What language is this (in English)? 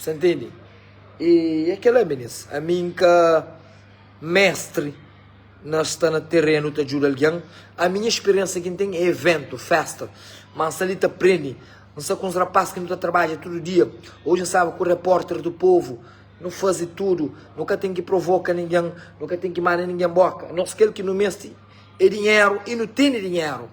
Kabuverdianu